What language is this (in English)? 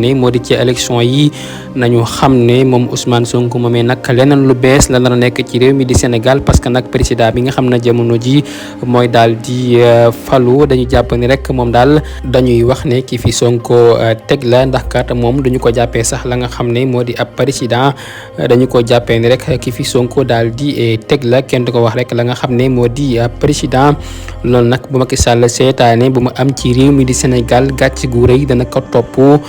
Wolof